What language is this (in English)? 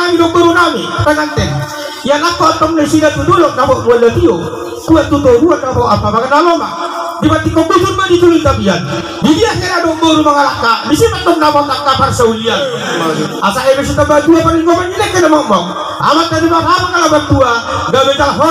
Batak Toba